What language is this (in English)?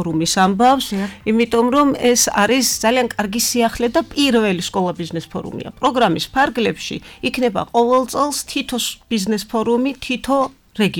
Georgian